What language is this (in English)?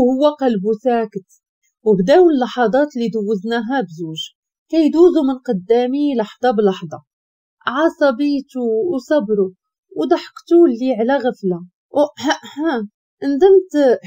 Moroccan Arabic